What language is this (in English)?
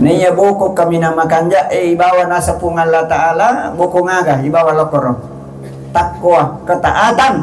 Buginese